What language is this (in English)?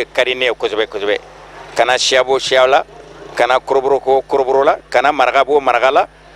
Bambara